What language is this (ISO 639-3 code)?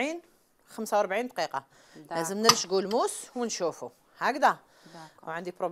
arq